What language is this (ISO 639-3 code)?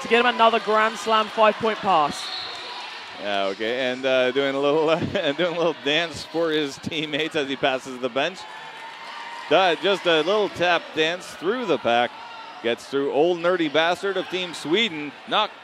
eng